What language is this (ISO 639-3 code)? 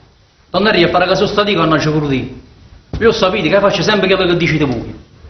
nap